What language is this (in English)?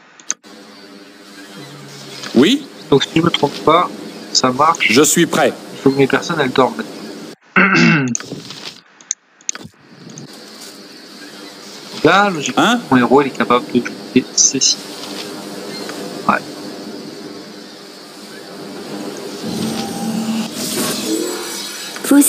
French